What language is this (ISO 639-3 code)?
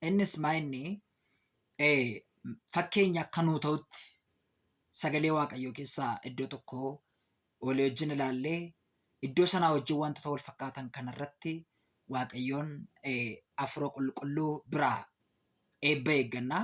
orm